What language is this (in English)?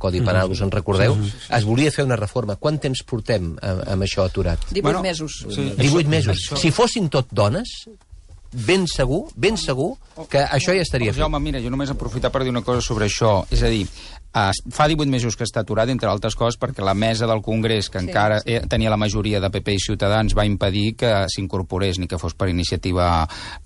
Catalan